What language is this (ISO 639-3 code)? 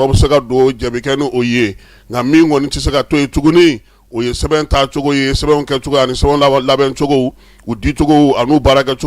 bam